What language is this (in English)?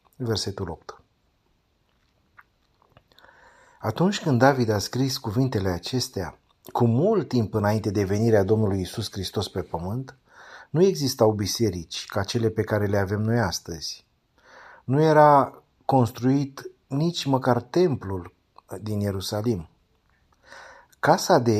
Romanian